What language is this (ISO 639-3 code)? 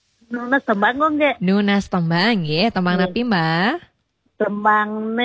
ban